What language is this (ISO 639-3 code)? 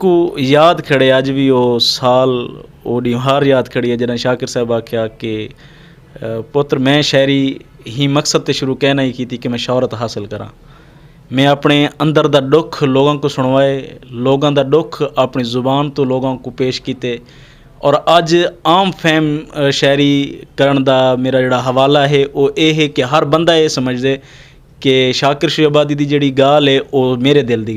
skr